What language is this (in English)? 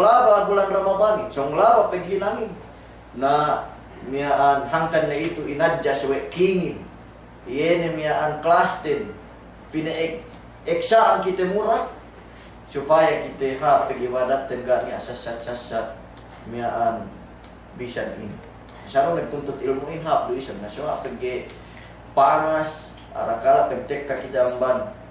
Yakan